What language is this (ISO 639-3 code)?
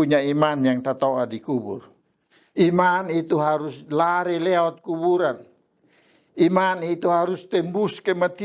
mkn